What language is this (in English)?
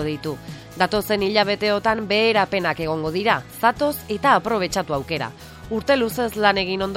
Basque